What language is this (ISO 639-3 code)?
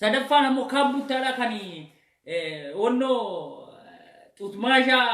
orm